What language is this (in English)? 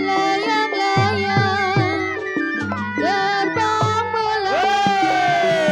Betawi